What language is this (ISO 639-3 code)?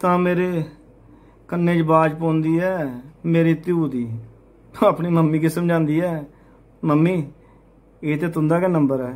doi